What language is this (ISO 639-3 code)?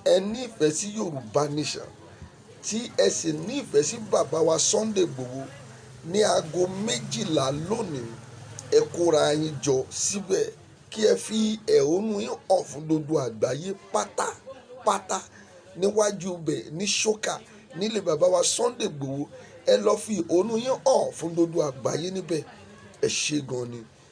yor